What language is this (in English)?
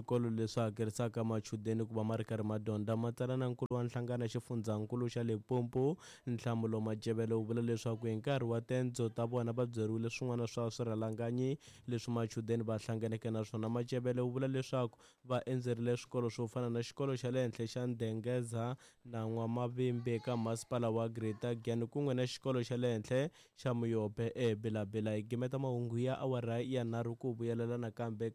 Tsonga